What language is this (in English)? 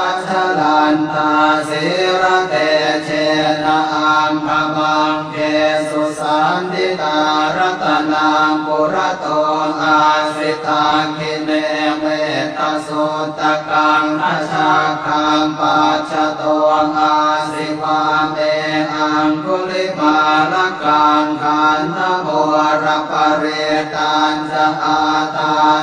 Pali